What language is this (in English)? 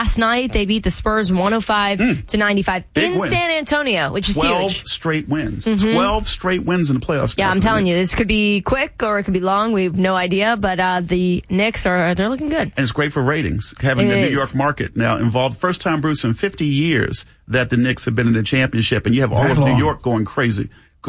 English